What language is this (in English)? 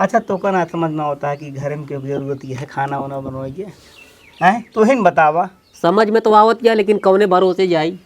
Awadhi